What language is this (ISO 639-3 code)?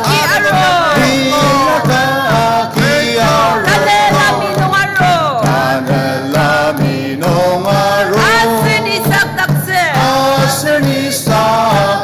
njo